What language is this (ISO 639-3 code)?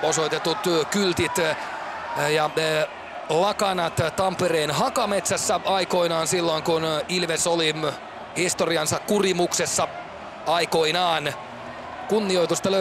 fin